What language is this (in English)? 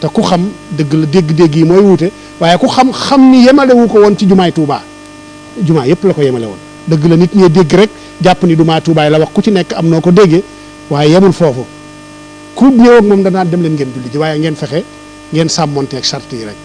Wolof